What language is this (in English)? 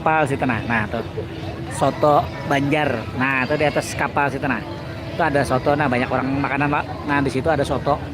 Banjar